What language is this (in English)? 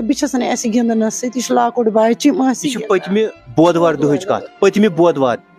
Kashmiri